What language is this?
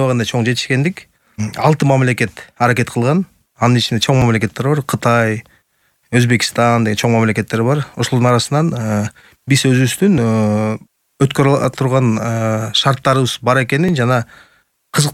Kyrgyz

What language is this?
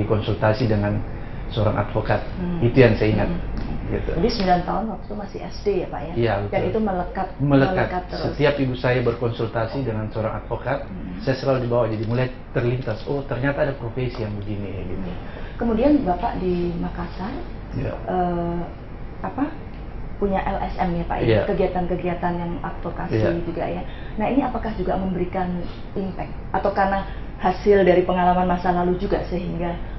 Indonesian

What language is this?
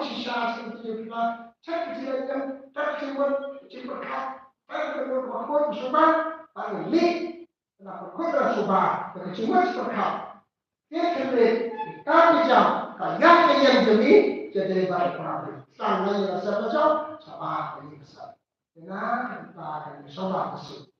Khasi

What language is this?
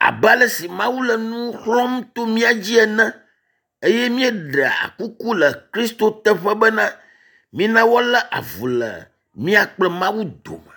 Ewe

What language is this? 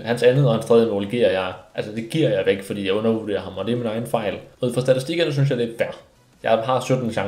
Danish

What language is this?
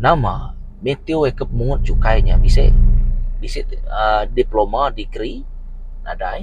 Iban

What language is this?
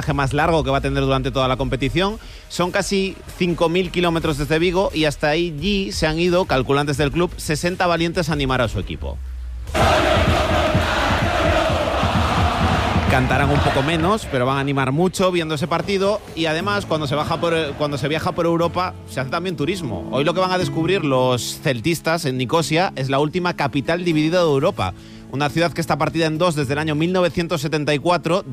Spanish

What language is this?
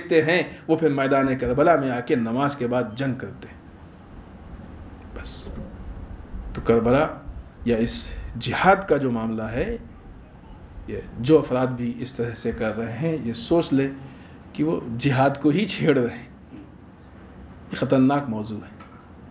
Urdu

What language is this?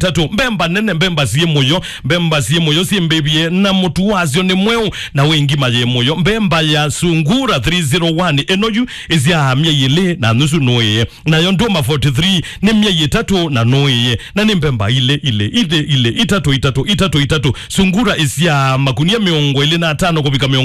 Kamba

